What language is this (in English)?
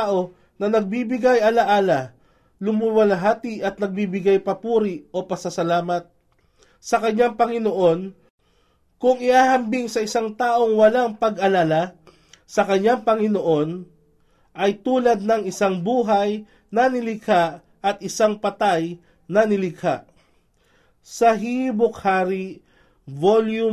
Filipino